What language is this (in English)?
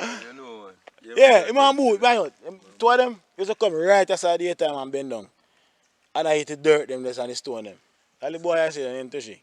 Jamaican Creole English